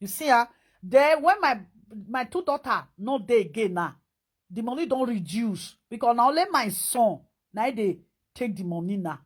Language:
Nigerian Pidgin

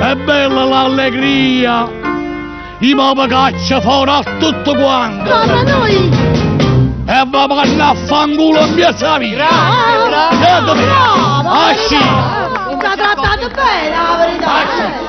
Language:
Neapolitan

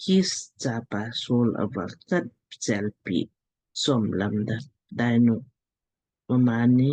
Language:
Lamkang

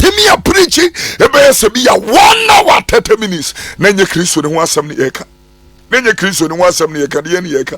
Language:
Akan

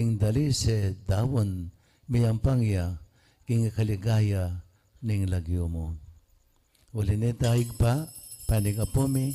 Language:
Pampanga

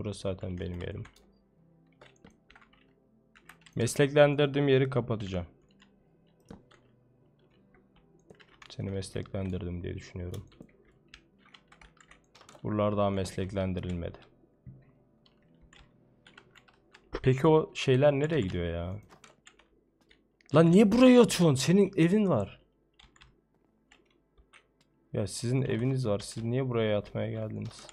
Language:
Turkish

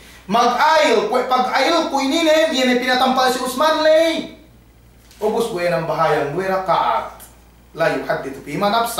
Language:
Yakan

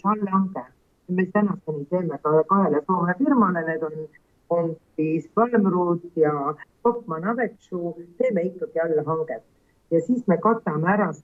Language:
Estonian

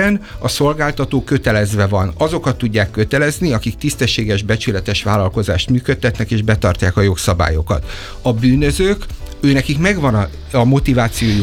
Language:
Hungarian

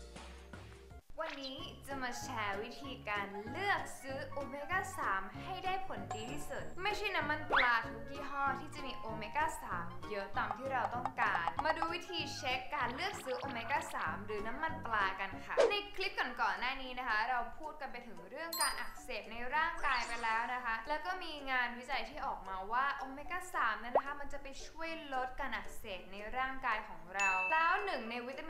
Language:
Thai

